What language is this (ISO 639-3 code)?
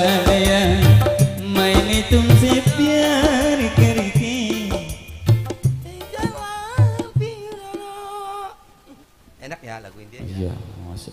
ind